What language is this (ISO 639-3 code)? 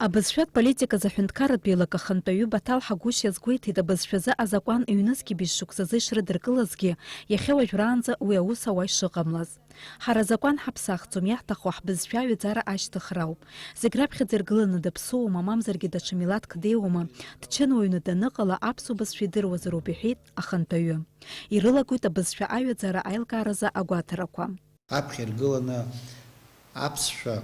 abk